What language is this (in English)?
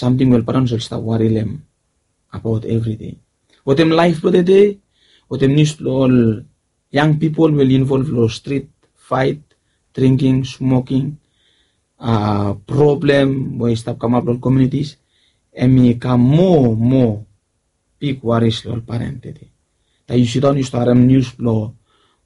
Bislama